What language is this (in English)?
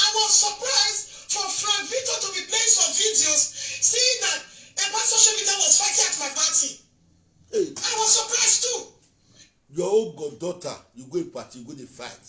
Nigerian Pidgin